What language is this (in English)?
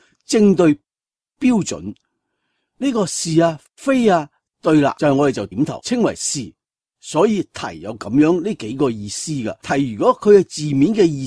Cantonese